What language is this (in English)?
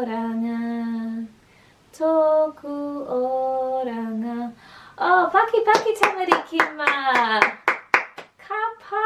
Māori